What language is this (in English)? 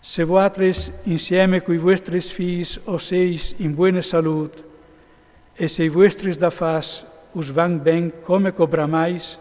Friulian